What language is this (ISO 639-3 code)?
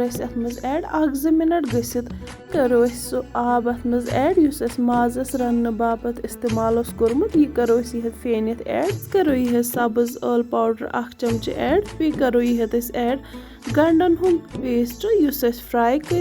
kas